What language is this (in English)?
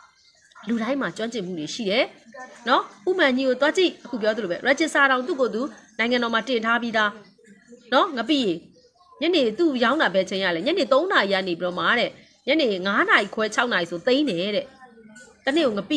Burmese